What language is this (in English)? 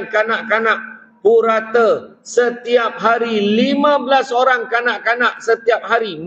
Malay